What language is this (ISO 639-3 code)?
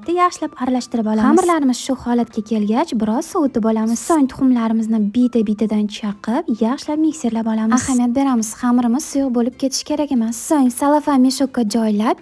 uzb